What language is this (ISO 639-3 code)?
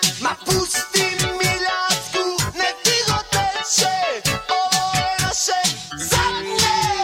bos